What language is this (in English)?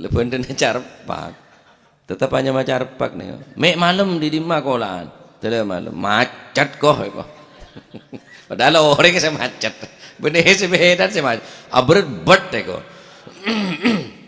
Madurese